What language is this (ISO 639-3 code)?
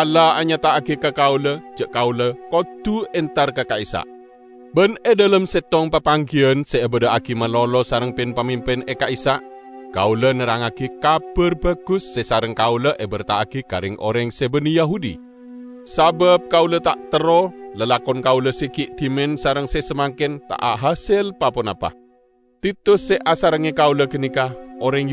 mad